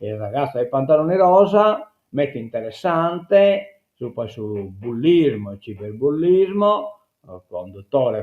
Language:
Sardinian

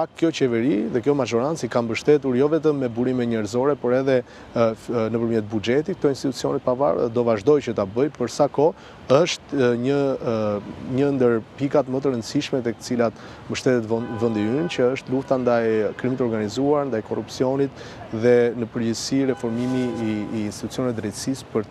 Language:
Albanian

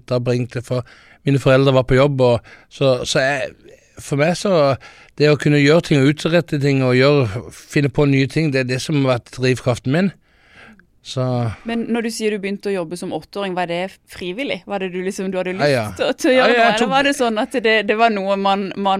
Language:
Norwegian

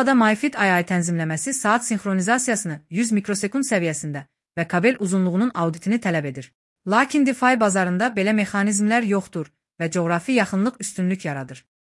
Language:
Azerbaijani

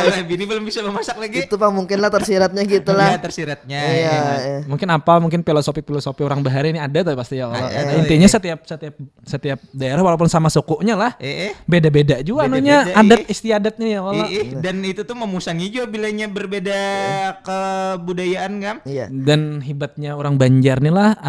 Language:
Banjar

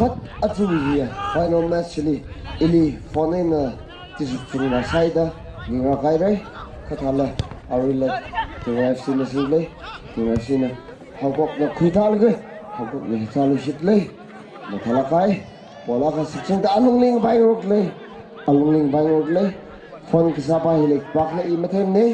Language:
Tangkhul Naga (India)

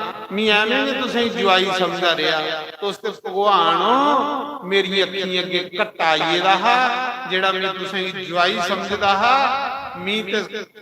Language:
Dogri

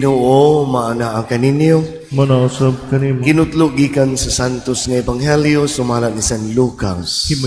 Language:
Cebuano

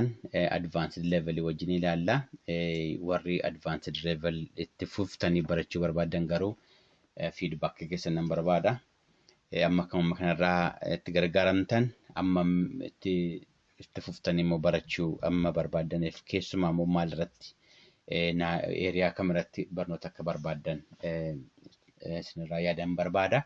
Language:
Oromo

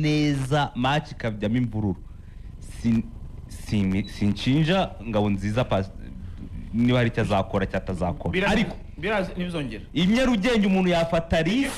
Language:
Kinyarwanda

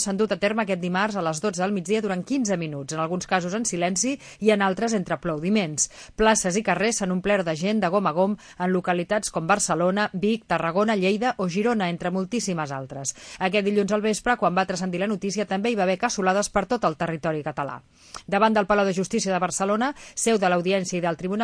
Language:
Catalan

